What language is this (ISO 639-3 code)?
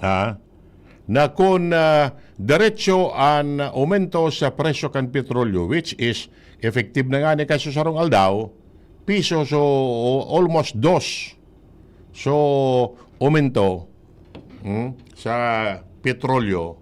bik